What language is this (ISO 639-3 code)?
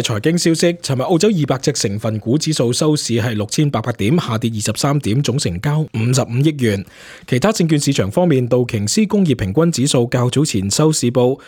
yue